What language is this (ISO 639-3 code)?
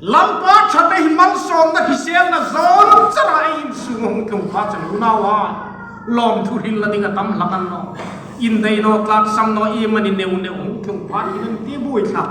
hmr